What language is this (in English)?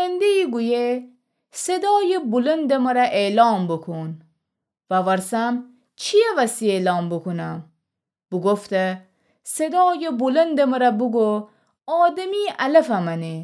Gilaki